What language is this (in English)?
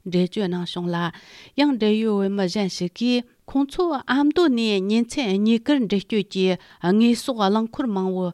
Tibetan